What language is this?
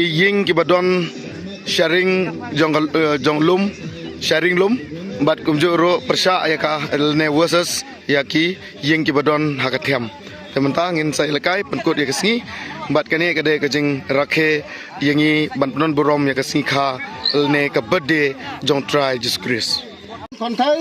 Khasi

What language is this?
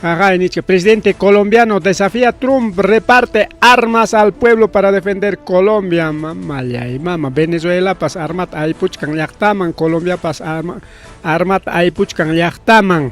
Ayacucho Quechua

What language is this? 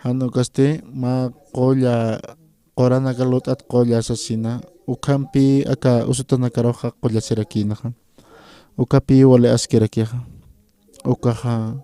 Aymara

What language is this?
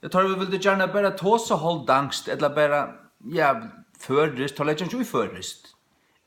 Faroese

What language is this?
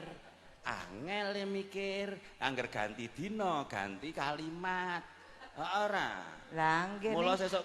Javanese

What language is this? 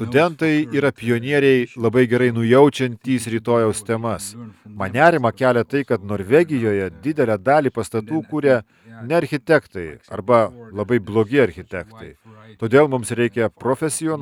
Lithuanian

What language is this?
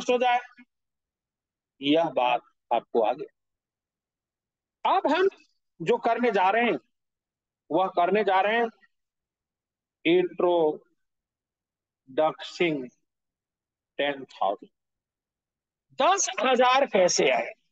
Hindi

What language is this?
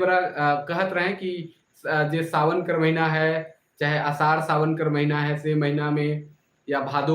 Sadri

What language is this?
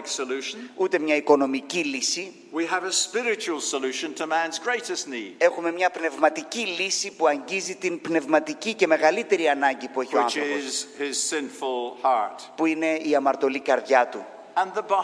Greek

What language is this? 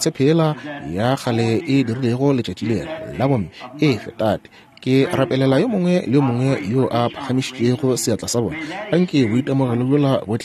Northern Sotho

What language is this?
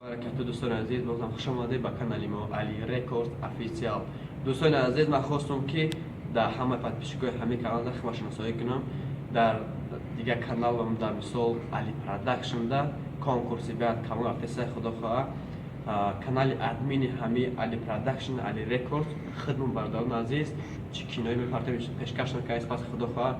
Tajik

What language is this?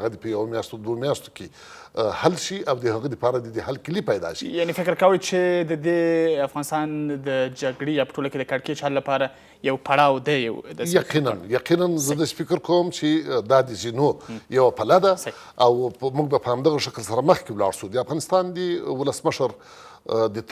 Pashto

